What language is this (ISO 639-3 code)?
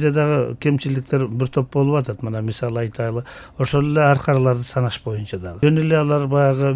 kir